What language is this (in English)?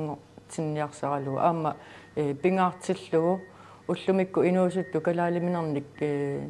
Kalaallisut